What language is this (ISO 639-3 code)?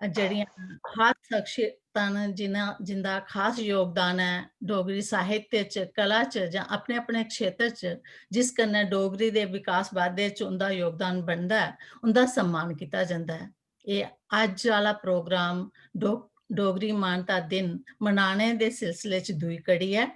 doi